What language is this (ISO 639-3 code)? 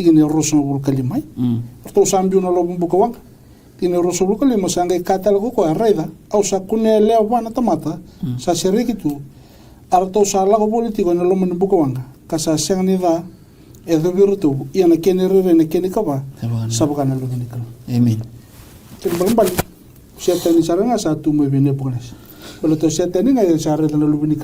fij